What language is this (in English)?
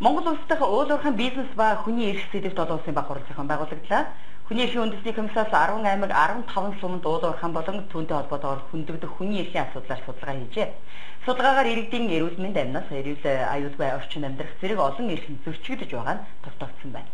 Mongolian